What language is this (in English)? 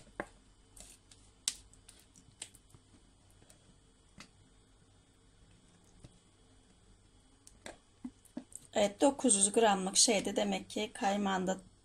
Turkish